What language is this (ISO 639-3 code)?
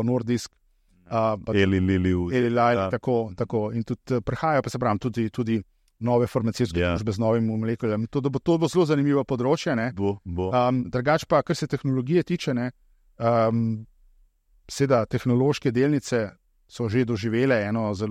slv